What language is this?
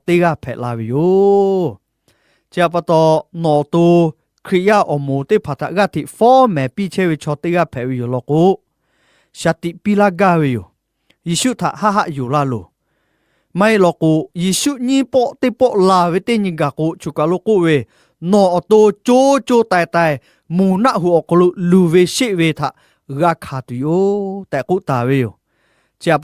Lahu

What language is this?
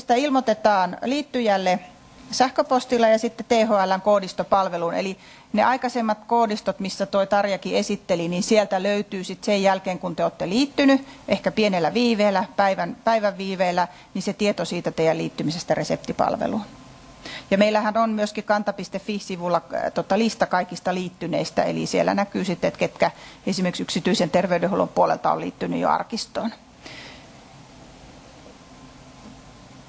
Finnish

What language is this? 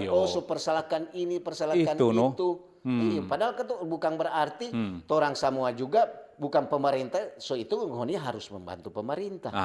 Manado Malay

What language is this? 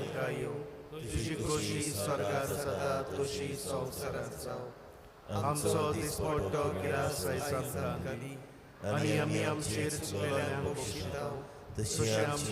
Konkani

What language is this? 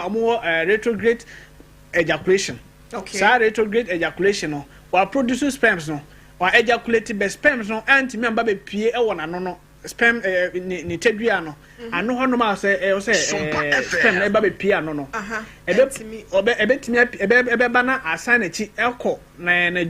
Akan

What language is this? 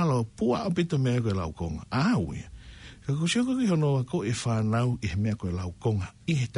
Tongan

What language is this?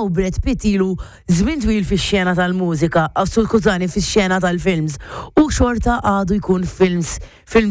Maltese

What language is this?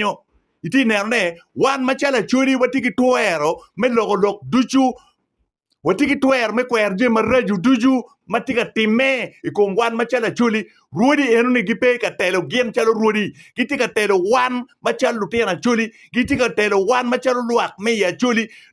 Acoli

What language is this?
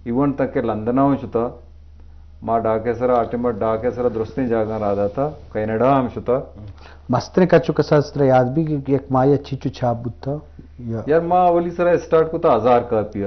Eastern Balochi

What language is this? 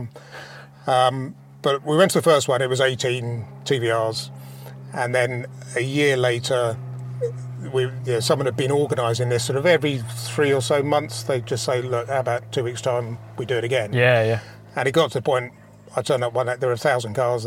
English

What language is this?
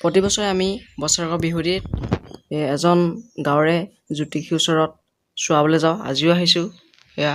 Assamese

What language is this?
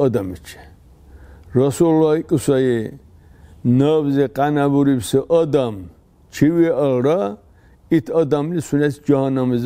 Dargwa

